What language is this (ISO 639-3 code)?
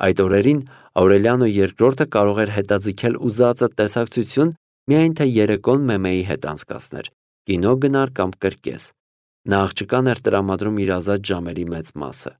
hye